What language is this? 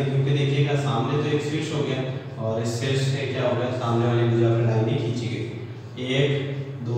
Hindi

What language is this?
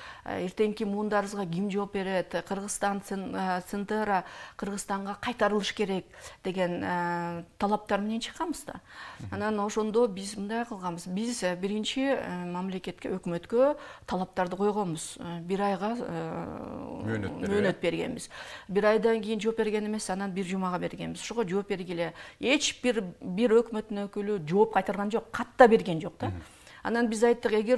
Kyrgyz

